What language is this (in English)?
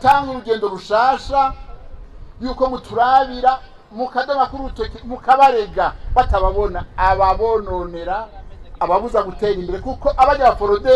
Rundi